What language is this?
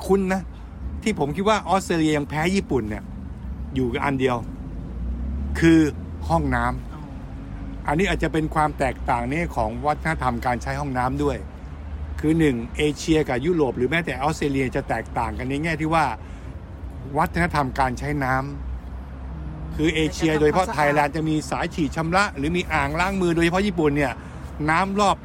Thai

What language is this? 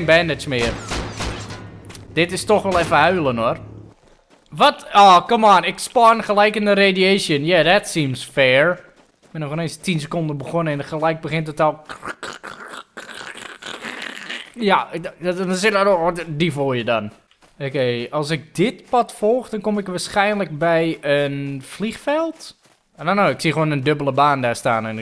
Dutch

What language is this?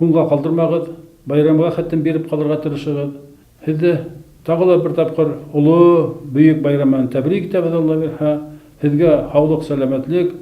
Bashkir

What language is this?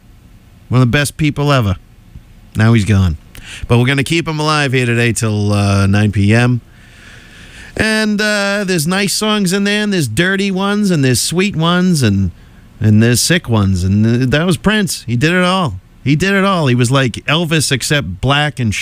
English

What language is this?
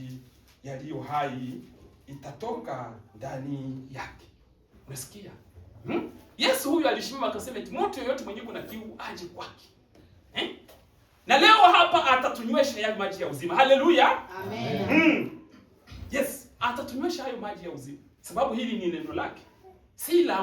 Swahili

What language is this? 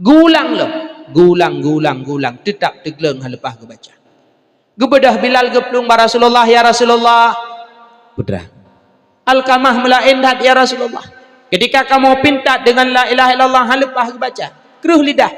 Achinese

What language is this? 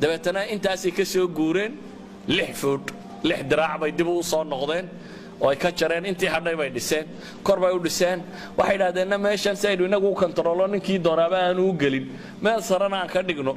Somali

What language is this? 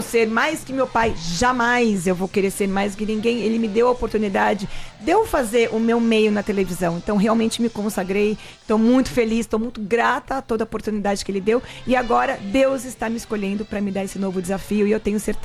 Portuguese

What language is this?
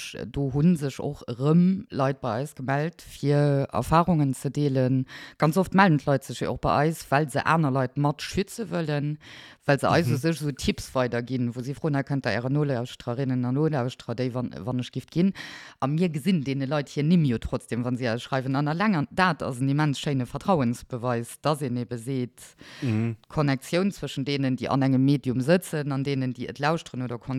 Luxembourgish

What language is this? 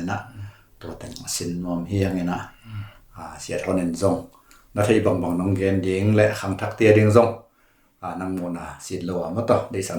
Tedim Chin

